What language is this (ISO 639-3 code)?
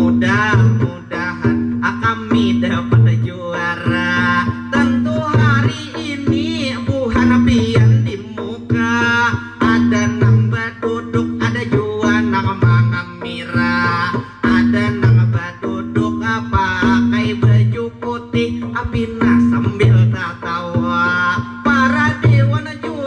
bjn